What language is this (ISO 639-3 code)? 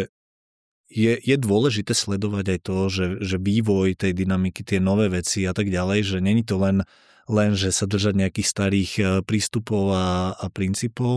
slk